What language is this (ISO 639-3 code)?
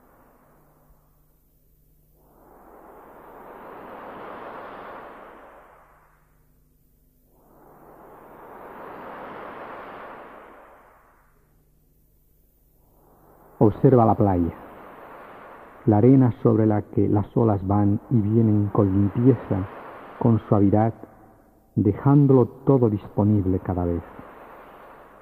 spa